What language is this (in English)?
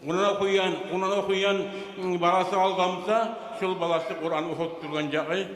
Kumyk